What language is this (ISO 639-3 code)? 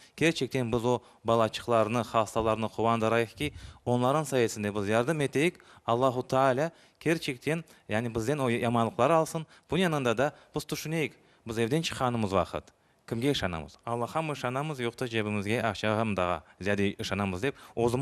crh